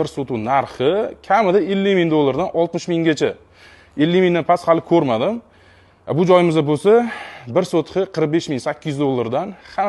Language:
Uzbek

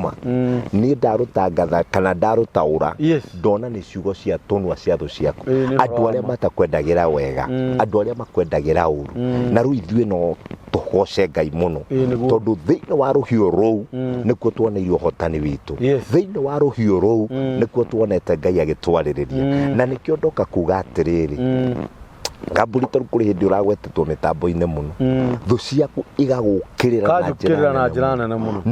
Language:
Kikuyu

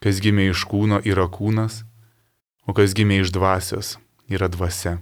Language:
Lithuanian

